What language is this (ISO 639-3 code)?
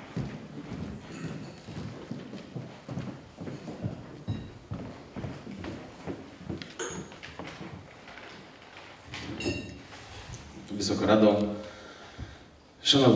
pol